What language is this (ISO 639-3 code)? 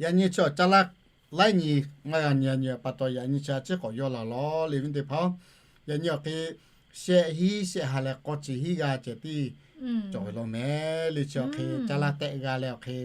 lhu